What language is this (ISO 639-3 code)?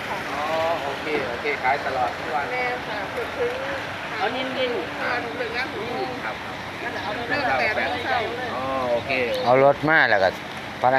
lao